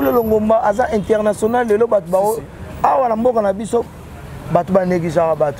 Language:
Lingala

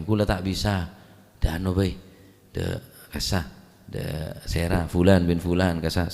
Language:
Madurese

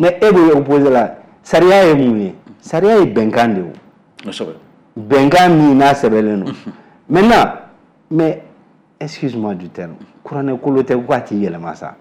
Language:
Bambara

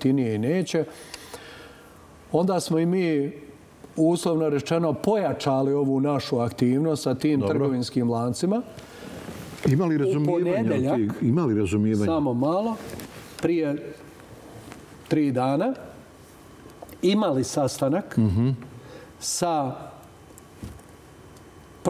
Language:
Bosnian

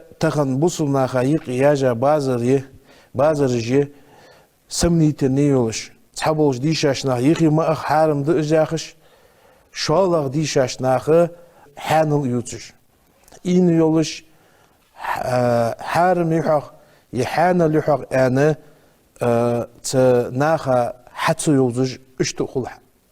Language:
Ingush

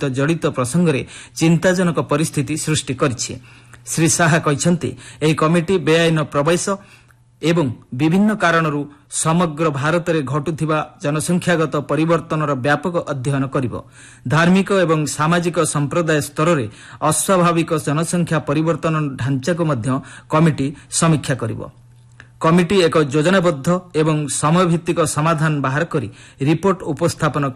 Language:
Odia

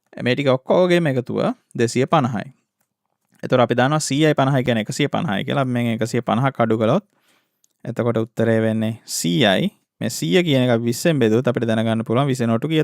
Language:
Sinhala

